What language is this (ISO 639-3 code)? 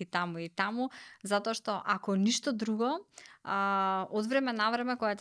mkd